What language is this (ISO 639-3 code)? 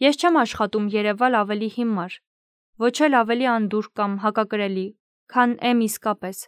hye